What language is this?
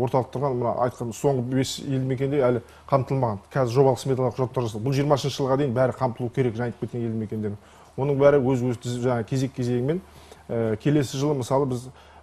Kazakh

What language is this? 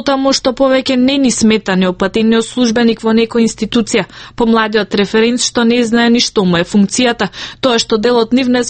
Macedonian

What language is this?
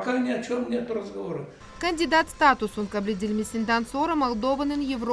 Gagauz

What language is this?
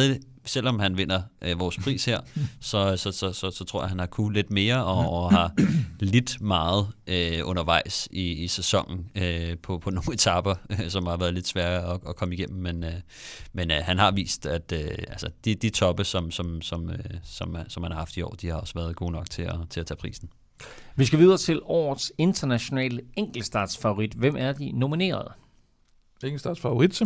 Danish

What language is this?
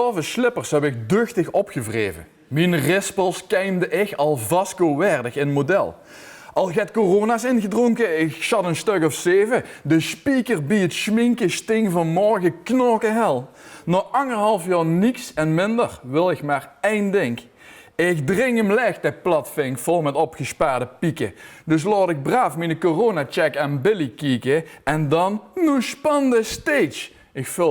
Limburgish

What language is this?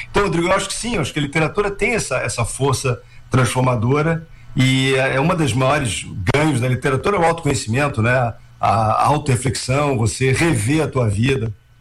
Portuguese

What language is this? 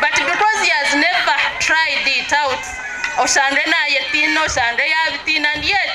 Nyankole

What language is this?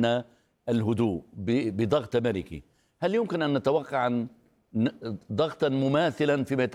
Arabic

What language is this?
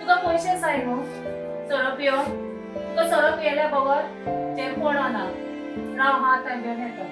Konkani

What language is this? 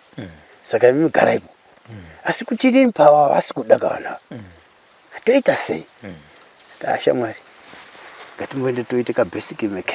Shona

